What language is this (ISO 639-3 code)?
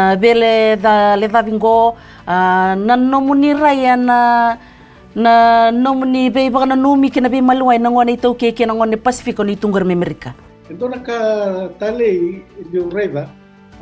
fij